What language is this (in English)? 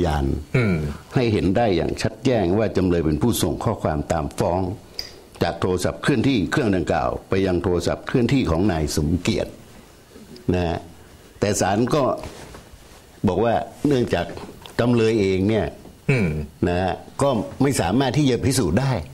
Thai